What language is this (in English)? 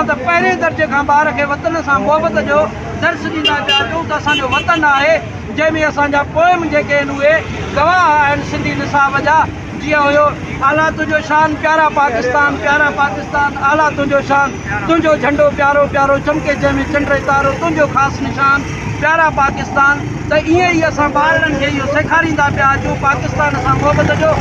Sindhi